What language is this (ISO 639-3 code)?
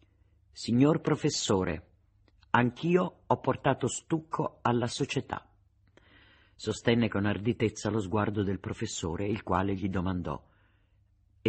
ita